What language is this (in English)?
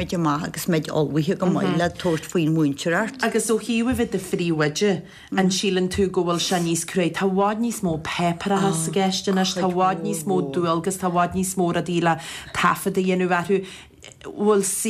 Irish